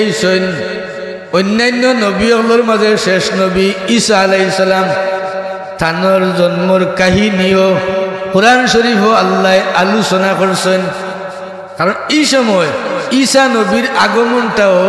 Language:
Sylheti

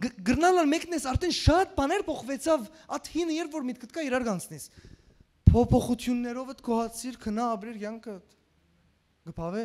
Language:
Western Armenian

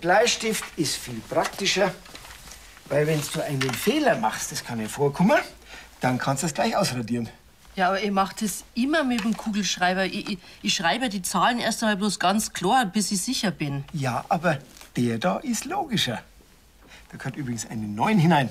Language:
Bavarian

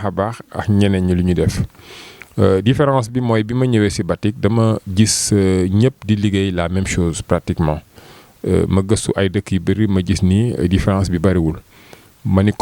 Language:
Wolof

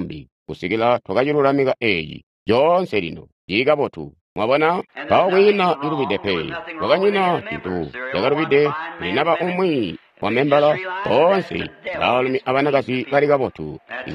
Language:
Tonga (Zambia)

